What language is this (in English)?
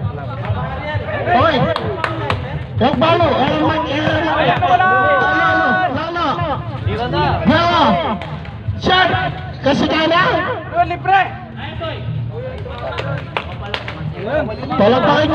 Filipino